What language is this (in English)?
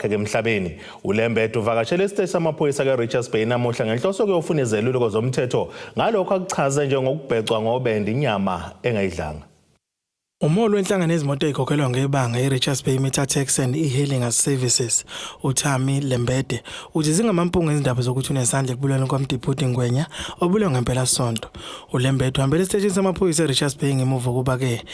Zulu